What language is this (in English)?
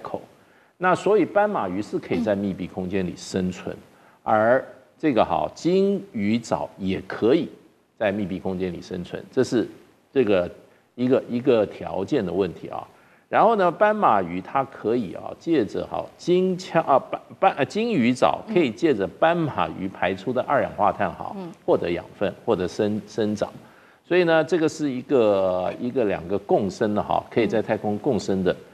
Chinese